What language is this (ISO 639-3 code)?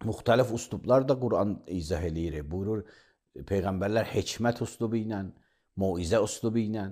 aze